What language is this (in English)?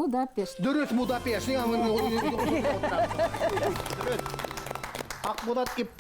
Bashkir